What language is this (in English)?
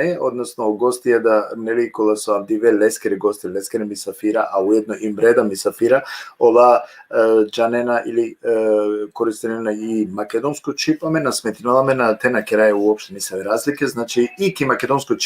Balkan Romani